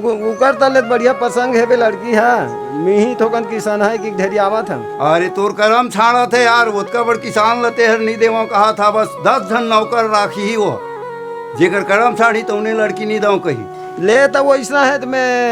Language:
Chhattisgarhi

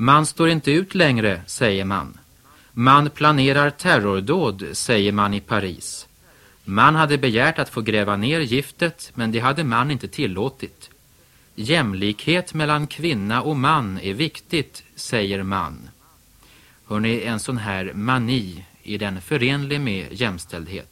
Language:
Swedish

